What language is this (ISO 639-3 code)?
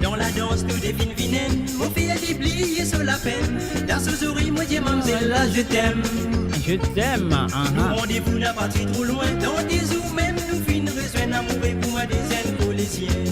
mfe